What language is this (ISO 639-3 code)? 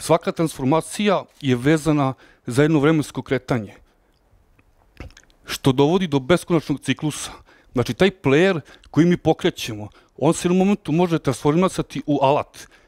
srp